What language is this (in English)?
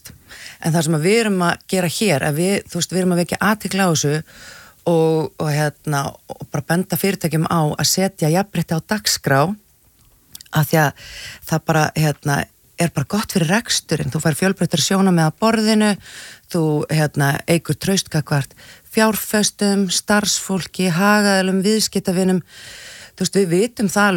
Icelandic